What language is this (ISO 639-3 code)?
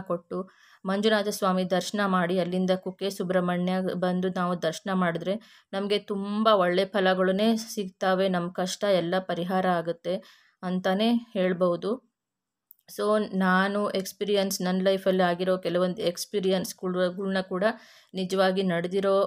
kan